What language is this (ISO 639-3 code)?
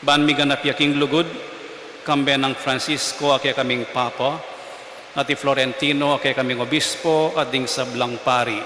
pam